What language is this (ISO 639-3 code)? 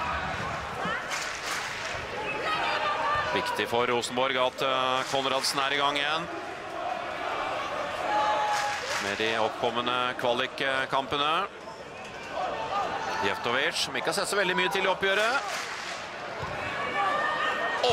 nor